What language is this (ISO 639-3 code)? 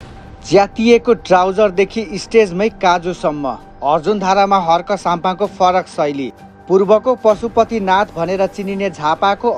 nep